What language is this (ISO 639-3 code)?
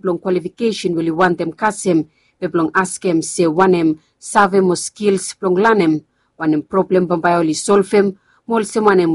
bis